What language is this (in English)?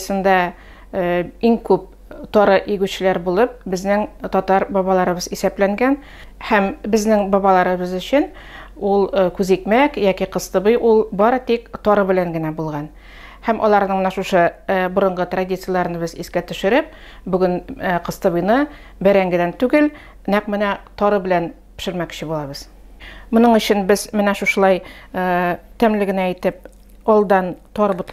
Tatar